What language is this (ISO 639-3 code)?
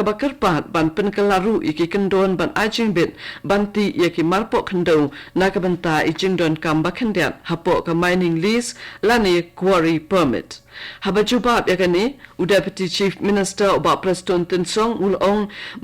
kha